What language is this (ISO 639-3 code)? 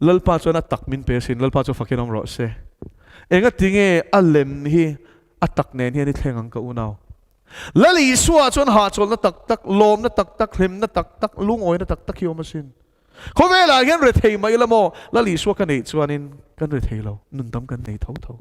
lus